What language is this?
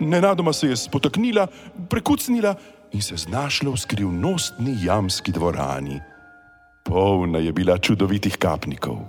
Slovenian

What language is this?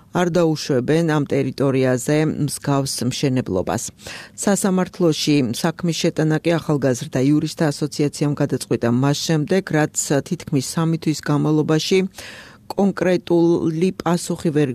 Georgian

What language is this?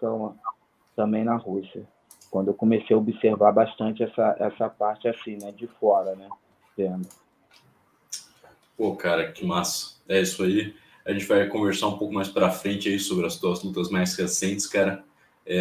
Portuguese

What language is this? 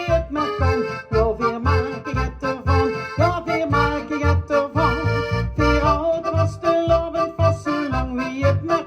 Limburgish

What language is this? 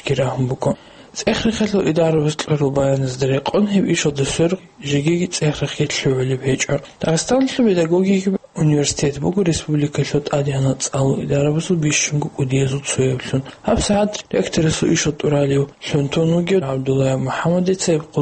Avaric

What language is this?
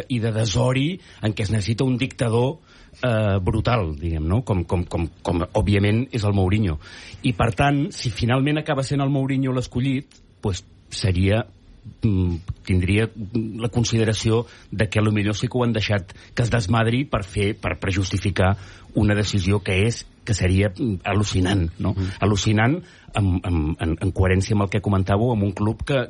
Catalan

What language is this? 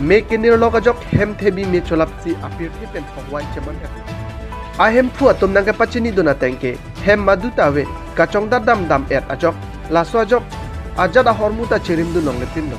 Karbi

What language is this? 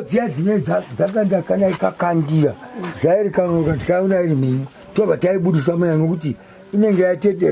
Shona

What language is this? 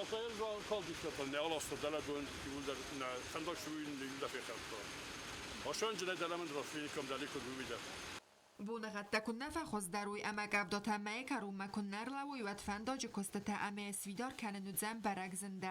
Ossetic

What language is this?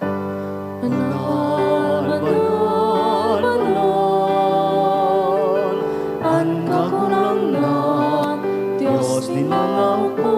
Bikol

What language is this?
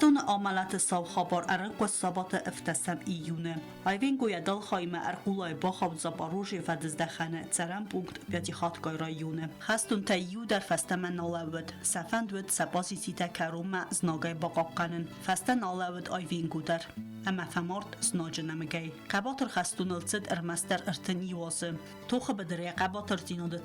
Ossetic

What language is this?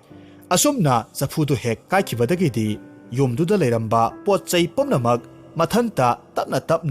Manipuri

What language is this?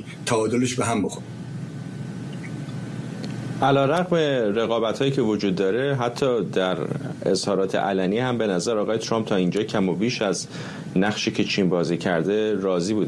Persian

